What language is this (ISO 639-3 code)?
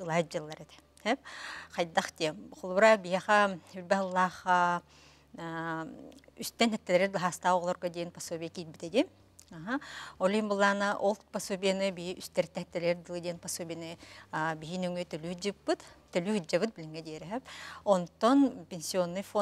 sah